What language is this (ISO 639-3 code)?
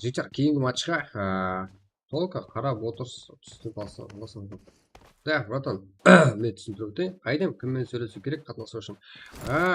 kaa